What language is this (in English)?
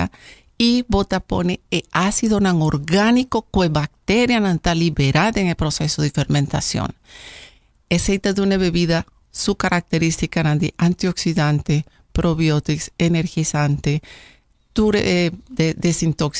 Papiamento